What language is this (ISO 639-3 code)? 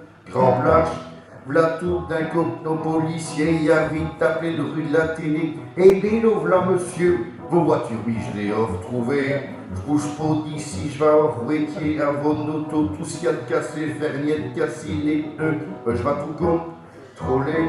pcd